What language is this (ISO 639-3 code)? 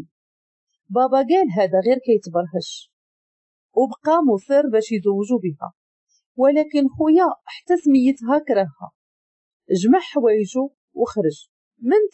ary